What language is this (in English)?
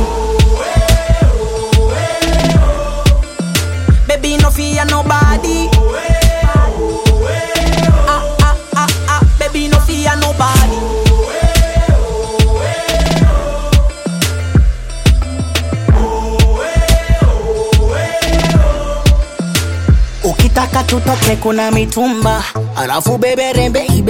Swahili